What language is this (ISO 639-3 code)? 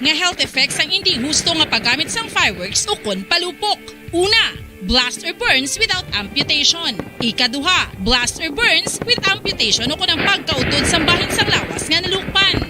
hil